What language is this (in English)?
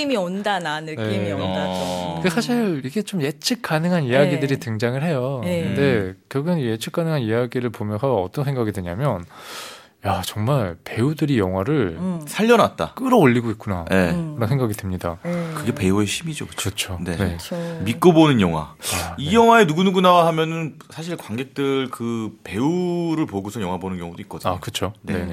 Korean